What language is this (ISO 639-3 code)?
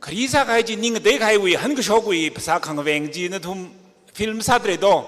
nmf